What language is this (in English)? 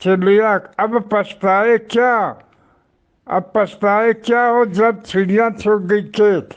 Eastern Balochi